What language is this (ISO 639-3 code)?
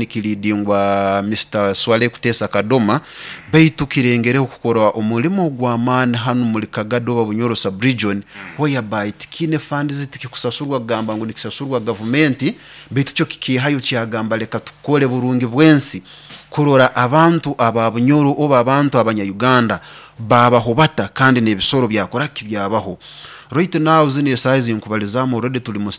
nyo